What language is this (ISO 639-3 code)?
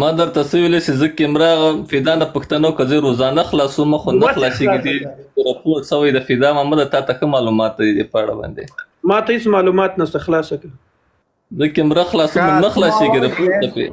pus